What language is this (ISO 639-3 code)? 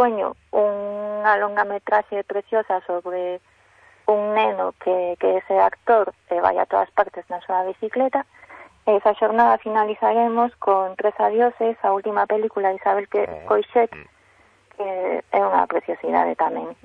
glg